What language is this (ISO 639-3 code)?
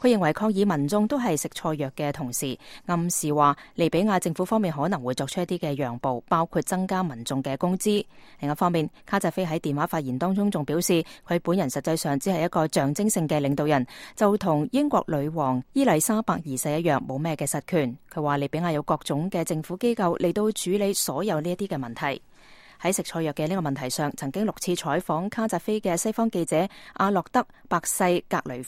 yue